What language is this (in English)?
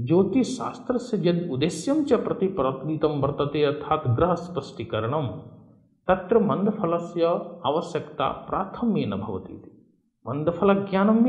Sanskrit